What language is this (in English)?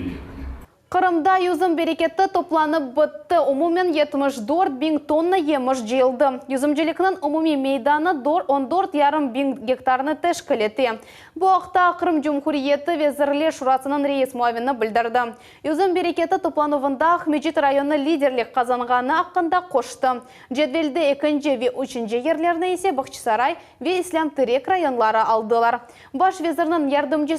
Crimean Tatar